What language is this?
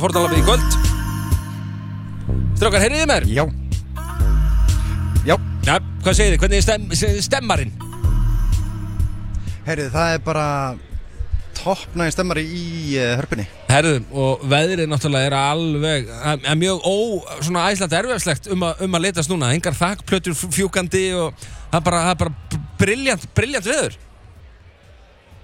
Icelandic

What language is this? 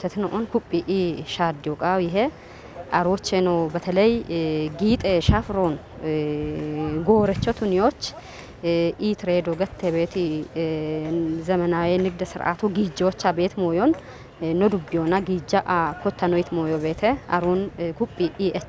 Kafa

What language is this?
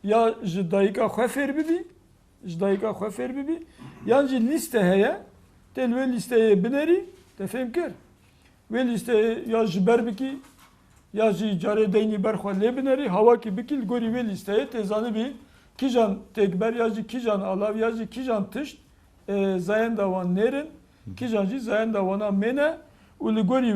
Kurdish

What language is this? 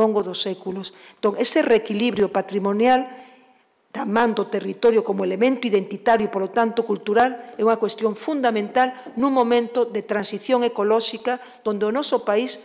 Galician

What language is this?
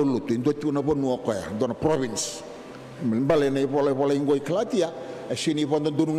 Fijian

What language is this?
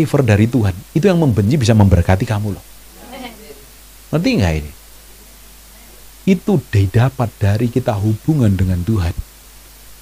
Indonesian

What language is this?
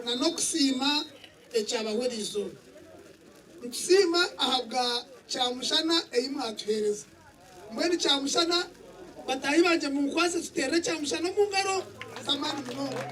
Nyankole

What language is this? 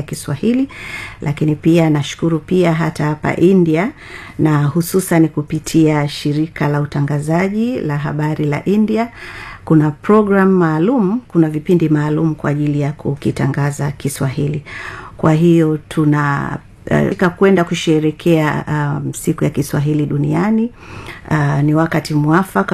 Swahili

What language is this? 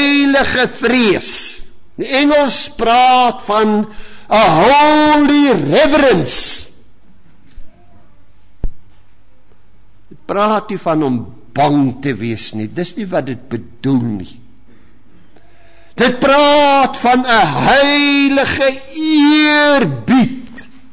Afrikaans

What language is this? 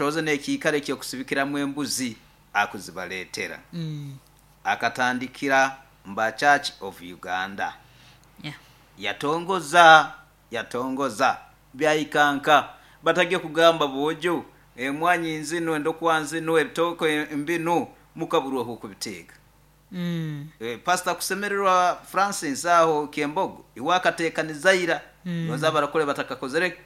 Nyoro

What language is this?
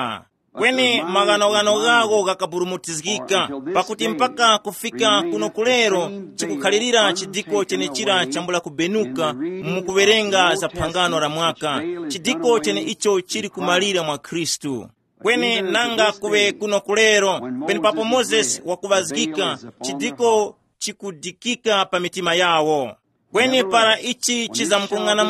Tumbuka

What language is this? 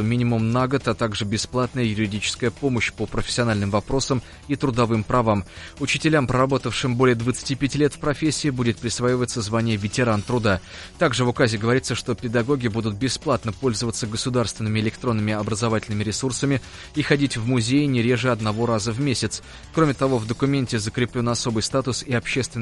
Russian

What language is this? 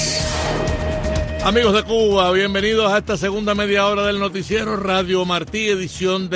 Spanish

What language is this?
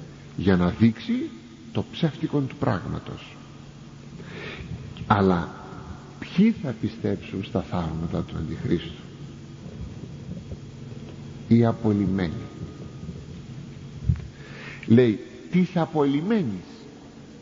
Greek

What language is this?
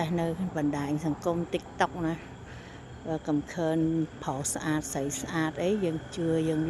Khmer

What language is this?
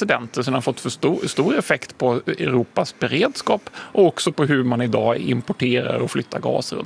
Swedish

